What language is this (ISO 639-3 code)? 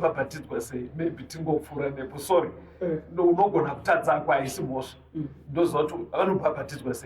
sna